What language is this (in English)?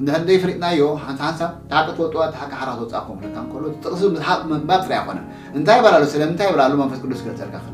Tigrinya